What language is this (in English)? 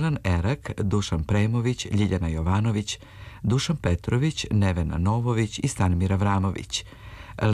Serbian